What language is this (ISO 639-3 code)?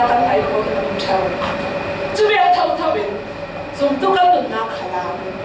cfm